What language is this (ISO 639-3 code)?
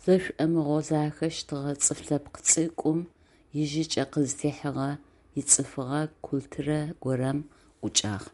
ady